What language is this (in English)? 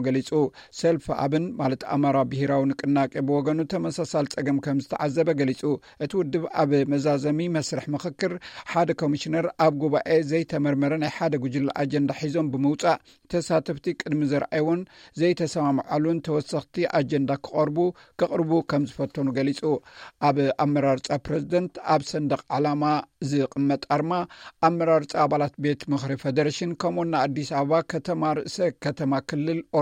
Tigrinya